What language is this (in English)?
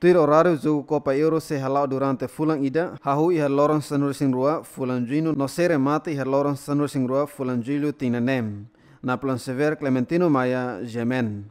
Tetum